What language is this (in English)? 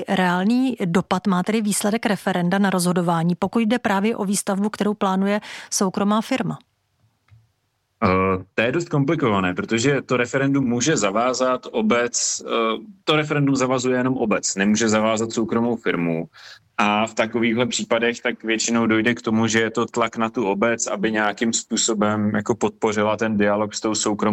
Czech